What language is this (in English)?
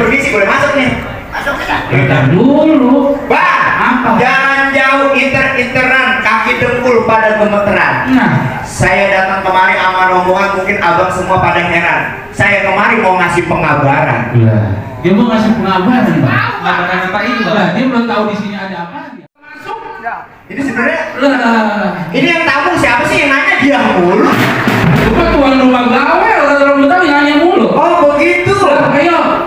Betawi